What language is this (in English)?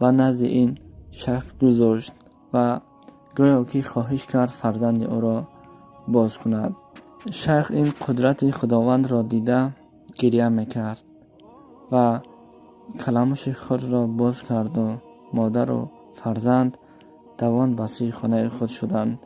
Tajik